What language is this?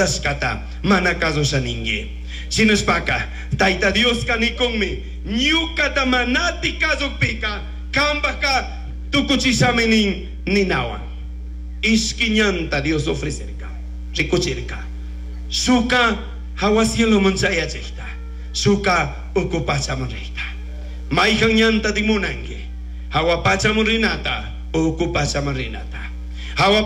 Chimborazo Highland Quichua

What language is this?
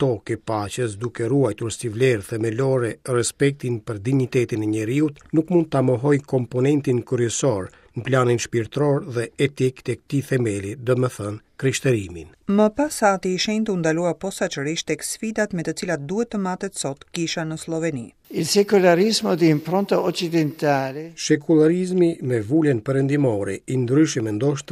Albanian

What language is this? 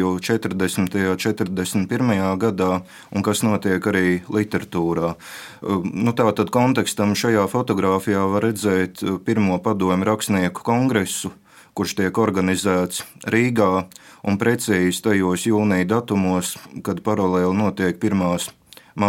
Latvian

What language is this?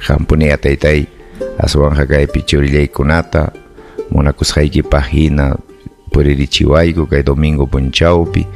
Ayacucho Quechua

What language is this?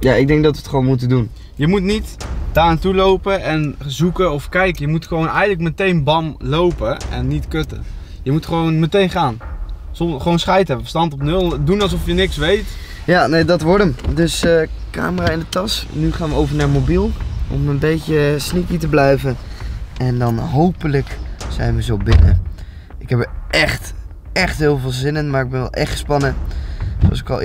Dutch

